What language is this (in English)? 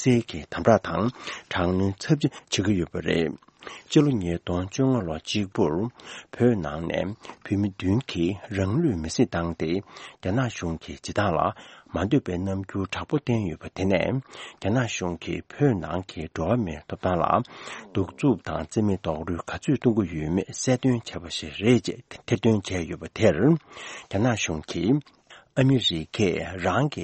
Tibetan